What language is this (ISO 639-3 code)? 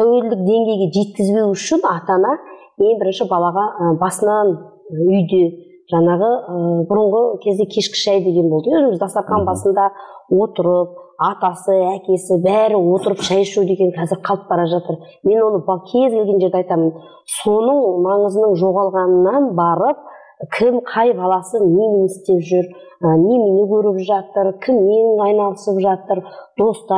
kaz